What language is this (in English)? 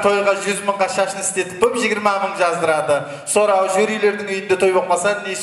Kara-Kalpak